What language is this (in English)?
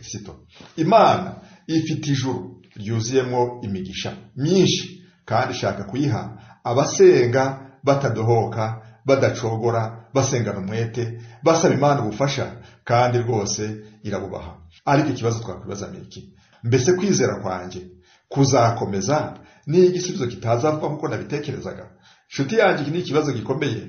Kinyarwanda